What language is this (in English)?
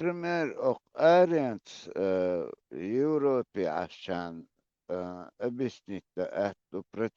Chechen